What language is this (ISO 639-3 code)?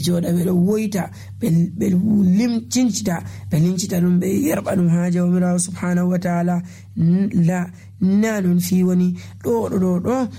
fuv